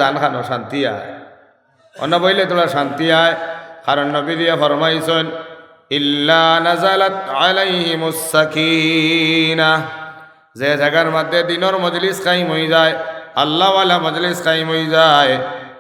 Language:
Sylheti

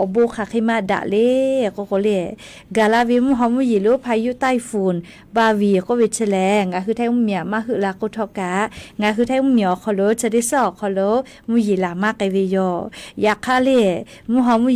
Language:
Lahu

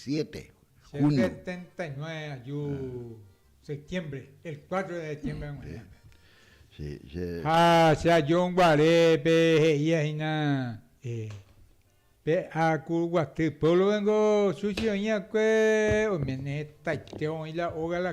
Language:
Guarani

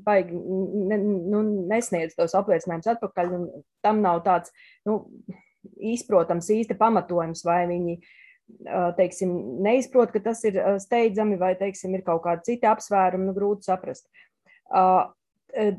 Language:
Latvian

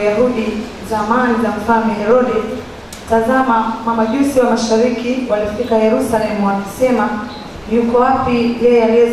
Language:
Swahili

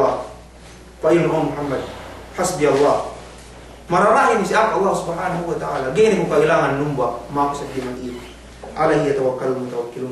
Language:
Yakan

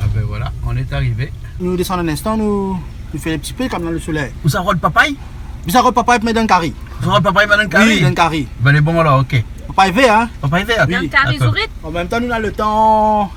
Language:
Réunion Creole French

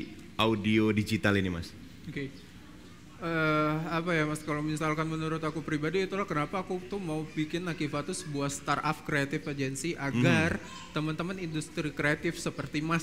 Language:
Indonesian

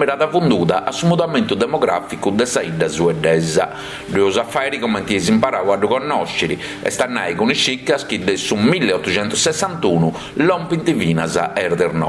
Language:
Sardinian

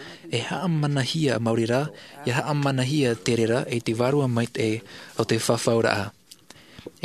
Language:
Tahitian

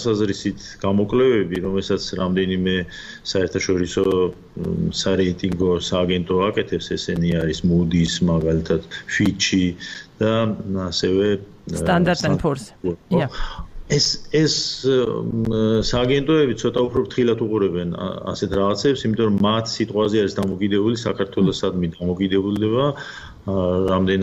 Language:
Georgian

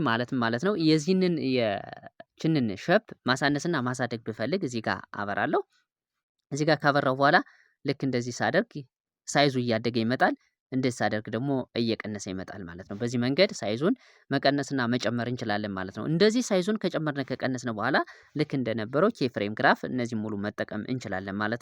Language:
Amharic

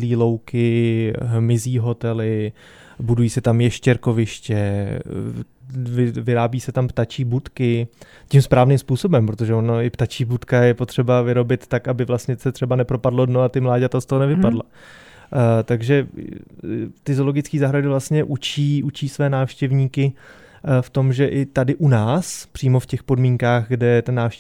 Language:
Czech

